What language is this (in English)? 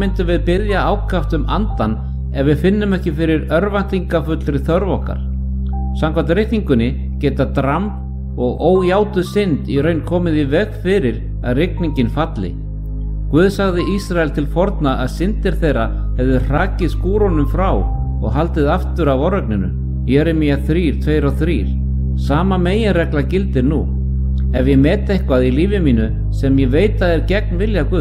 Icelandic